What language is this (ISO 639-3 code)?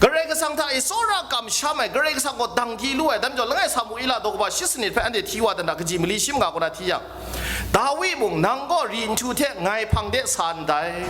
kac